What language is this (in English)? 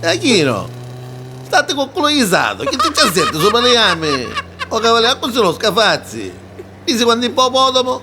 Neapolitan